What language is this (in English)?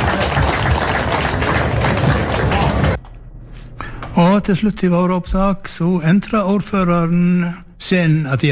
Norwegian